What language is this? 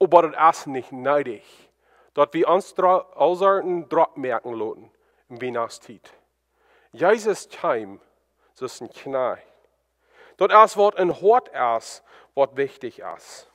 Plautdietsch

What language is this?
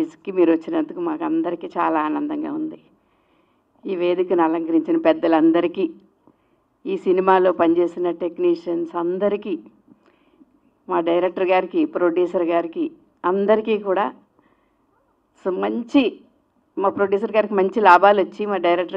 Telugu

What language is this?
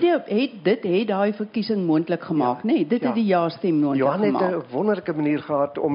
Afrikaans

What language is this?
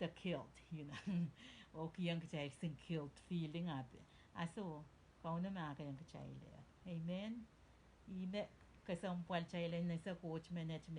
Pohnpeian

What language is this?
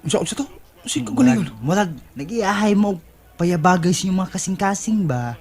Cebuano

